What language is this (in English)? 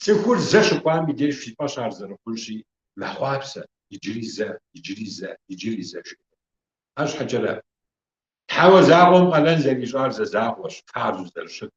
Kabardian